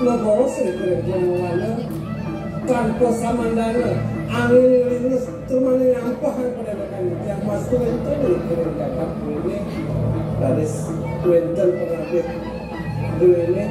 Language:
Balinese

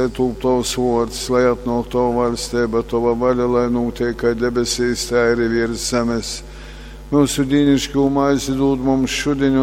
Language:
Latgalian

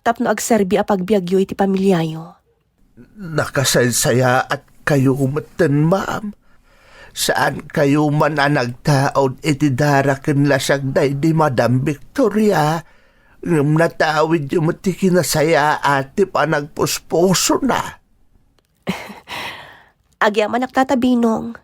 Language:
Iloko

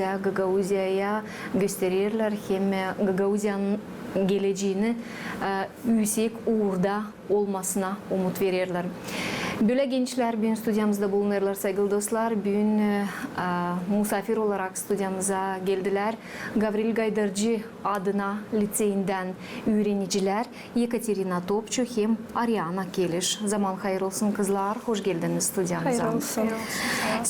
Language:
Gagauz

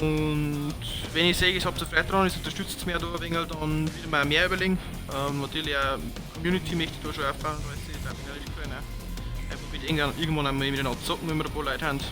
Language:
Bavarian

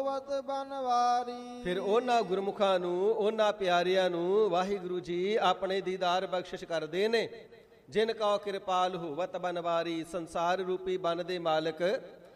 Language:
Punjabi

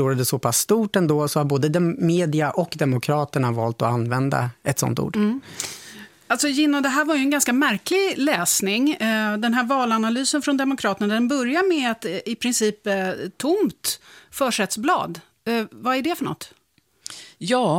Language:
Swedish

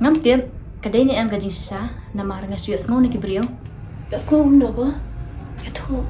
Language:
Khasi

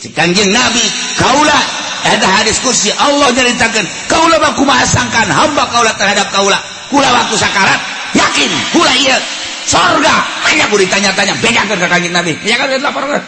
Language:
Sundanese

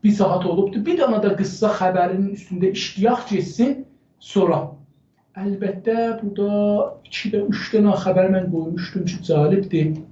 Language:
South Azerbaijani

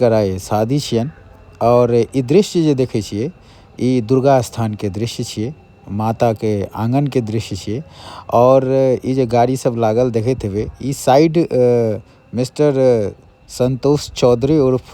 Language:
Maithili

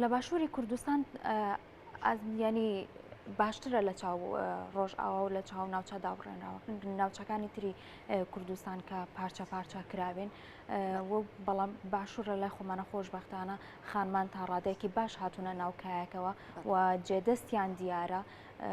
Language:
Central Kurdish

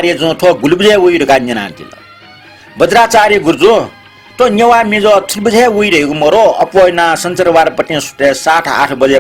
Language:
Newari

